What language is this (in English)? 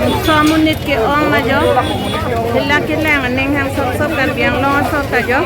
Karbi